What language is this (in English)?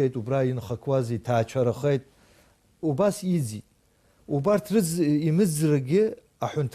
Abkhazian